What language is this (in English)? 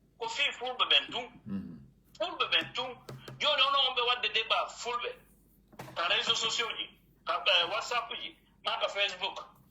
Pular